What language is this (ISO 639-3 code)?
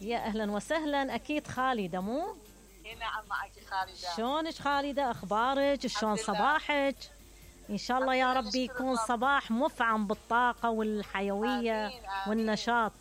acm